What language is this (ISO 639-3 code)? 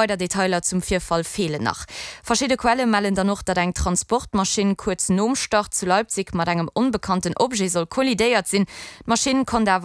ltz